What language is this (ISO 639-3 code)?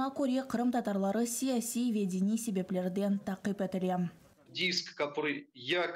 crh